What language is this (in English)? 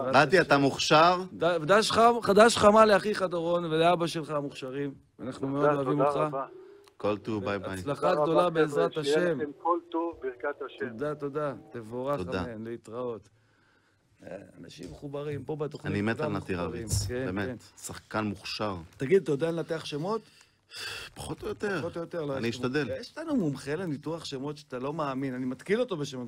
Hebrew